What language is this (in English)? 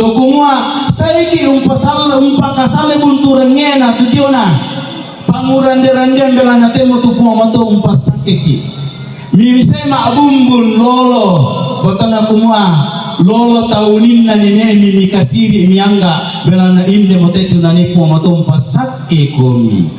Toraja-Sa'dan